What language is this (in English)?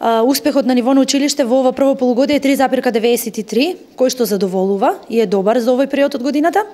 Macedonian